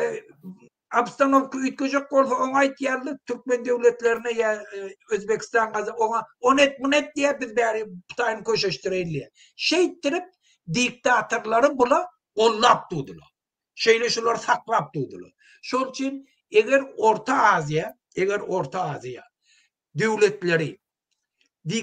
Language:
Turkmen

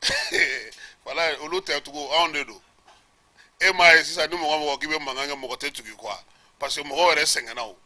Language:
Bambara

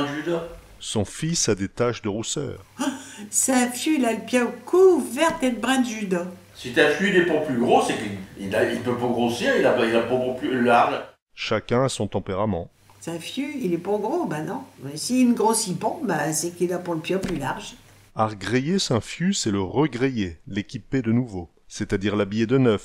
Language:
Picard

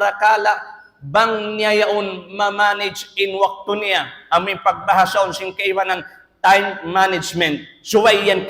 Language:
Tausug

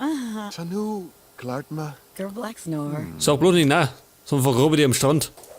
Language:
Bavarian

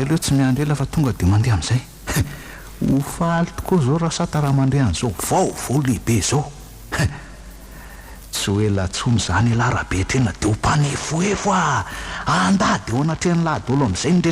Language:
Malagasy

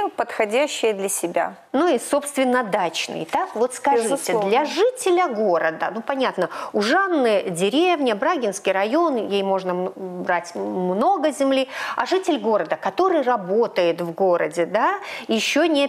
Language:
Russian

